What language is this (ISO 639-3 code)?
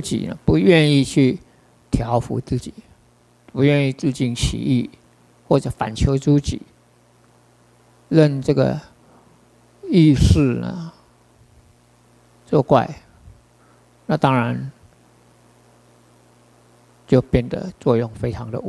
zho